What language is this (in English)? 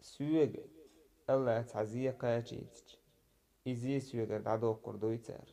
Chechen